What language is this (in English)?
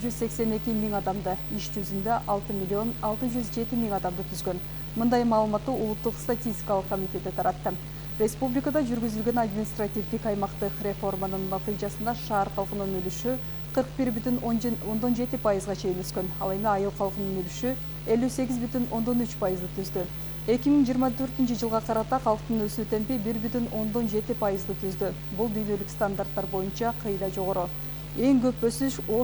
Kyrgyz